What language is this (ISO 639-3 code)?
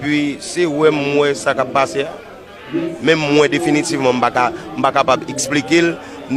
hat